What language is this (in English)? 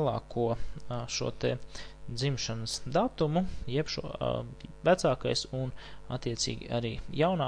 Latvian